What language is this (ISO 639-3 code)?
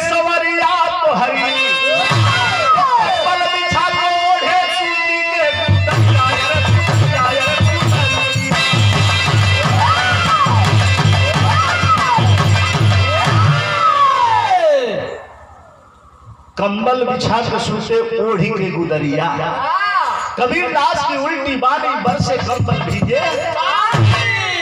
bho